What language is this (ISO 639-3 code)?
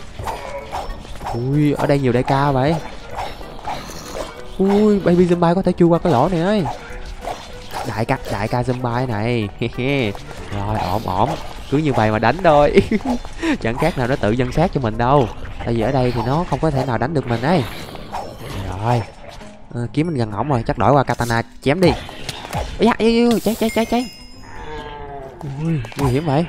vie